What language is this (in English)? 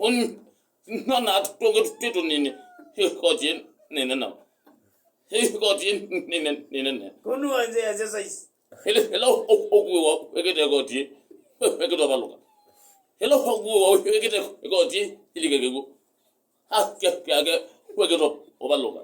Kamba